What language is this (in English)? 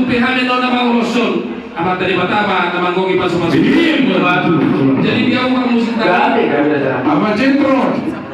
Batak Toba